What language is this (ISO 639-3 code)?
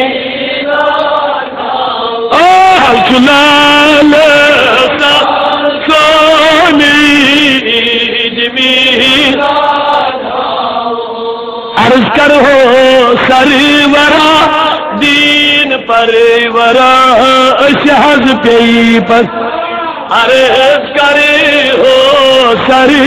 urd